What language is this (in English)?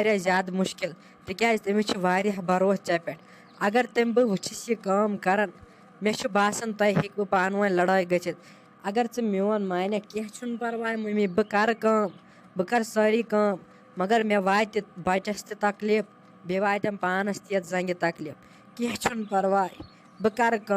Kashmiri